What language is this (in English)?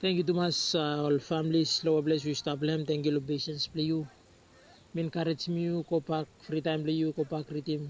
Bislama